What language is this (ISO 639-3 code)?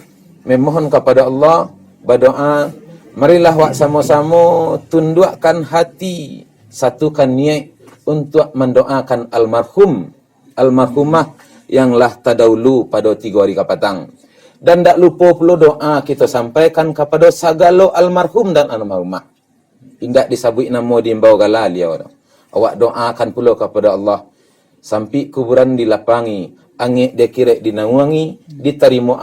min